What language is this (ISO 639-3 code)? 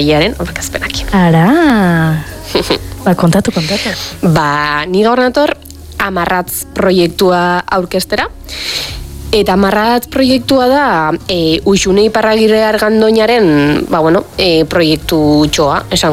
eus